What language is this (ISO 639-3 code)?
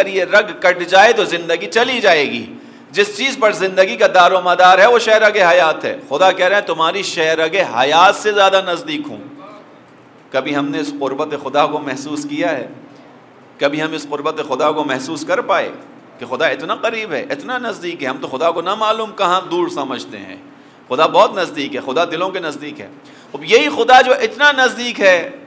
urd